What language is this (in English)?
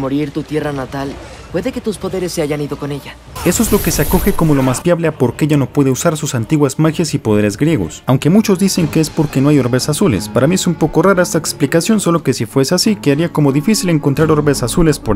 Spanish